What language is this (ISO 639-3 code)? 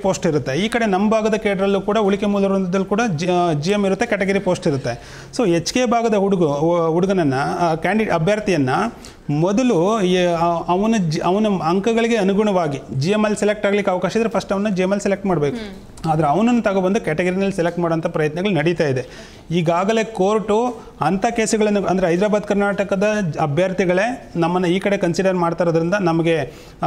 kan